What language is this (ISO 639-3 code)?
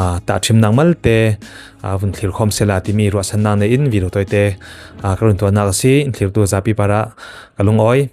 cfm